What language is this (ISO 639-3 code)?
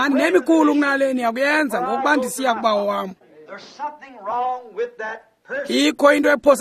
xho